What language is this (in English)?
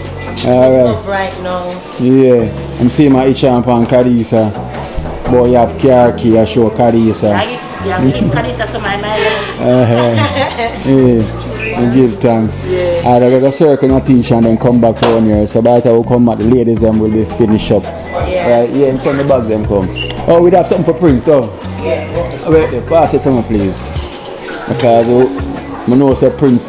Jamaican Creole English